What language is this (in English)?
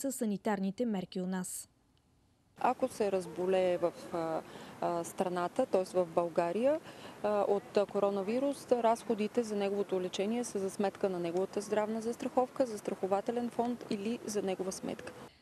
Bulgarian